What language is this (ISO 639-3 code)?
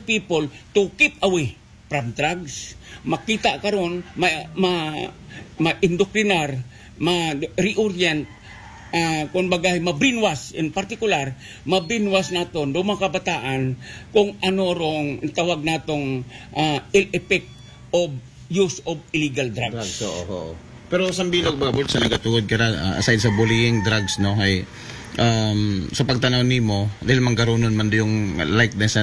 akl